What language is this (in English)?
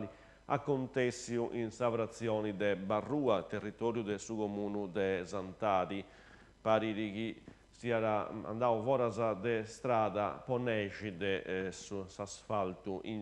Sardinian